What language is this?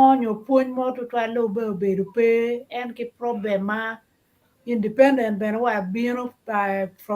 Acoli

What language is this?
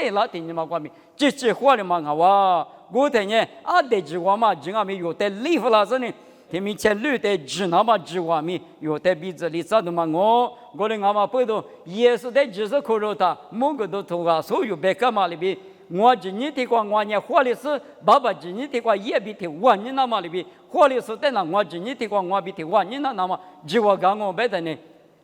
Lisu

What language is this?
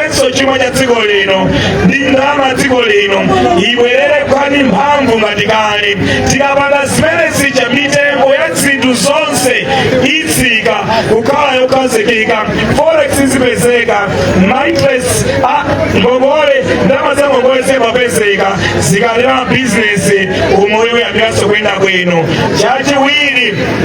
Nyanja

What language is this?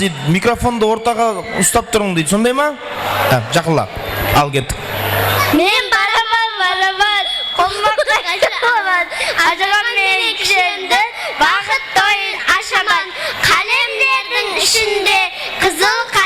Kara-Kalpak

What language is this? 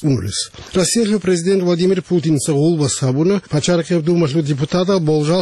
Avaric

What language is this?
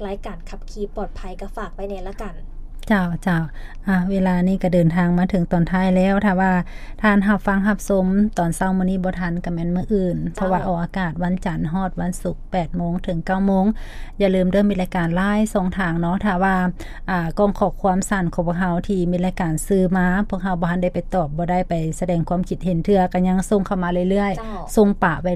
Lao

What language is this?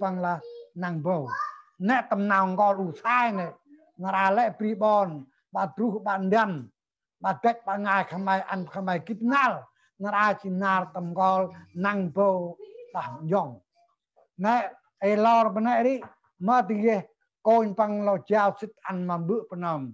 Central Mnong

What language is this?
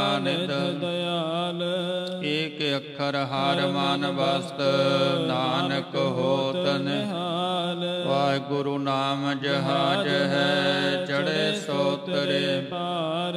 Punjabi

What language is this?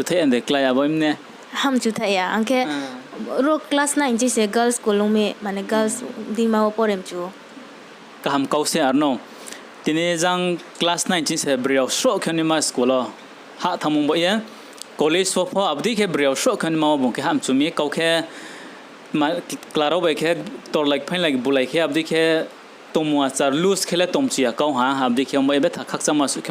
Riang (India)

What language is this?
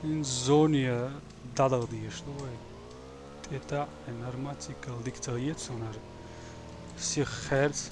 Chechen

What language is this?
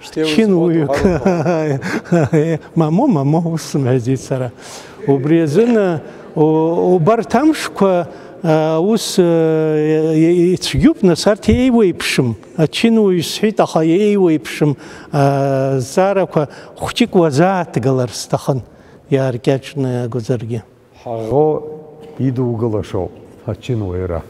Abkhazian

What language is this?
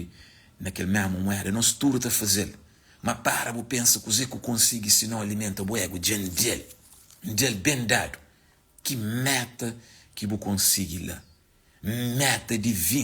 Kabuverdianu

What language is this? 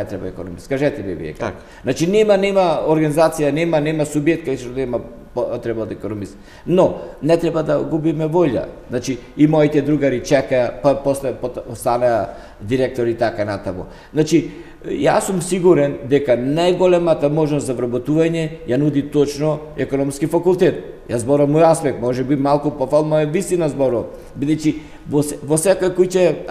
Macedonian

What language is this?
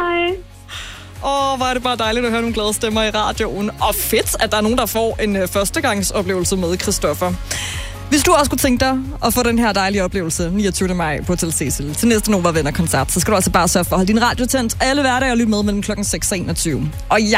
Danish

